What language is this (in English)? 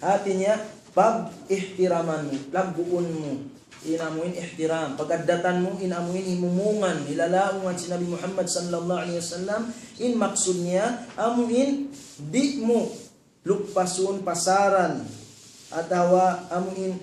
Tausug